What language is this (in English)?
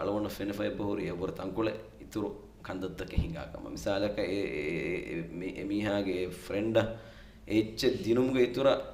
Divehi